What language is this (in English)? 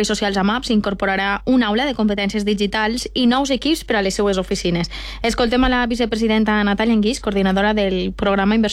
Catalan